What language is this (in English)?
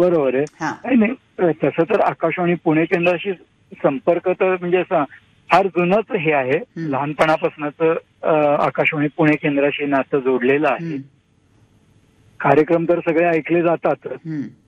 Marathi